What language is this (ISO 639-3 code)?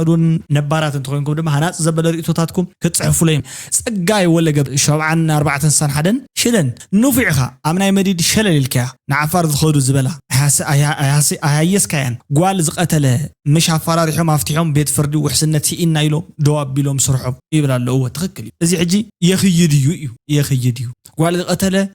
tir